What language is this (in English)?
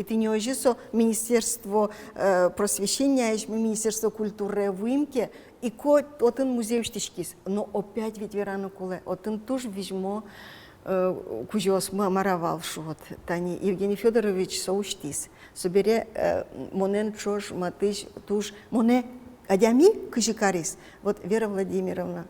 Udmurt